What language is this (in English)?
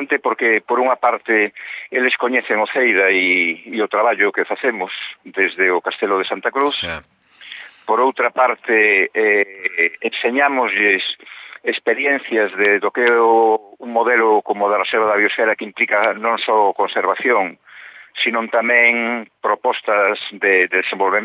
Galician